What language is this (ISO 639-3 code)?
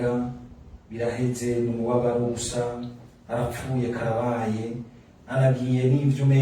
run